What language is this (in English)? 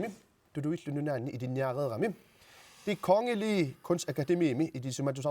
Kalaallisut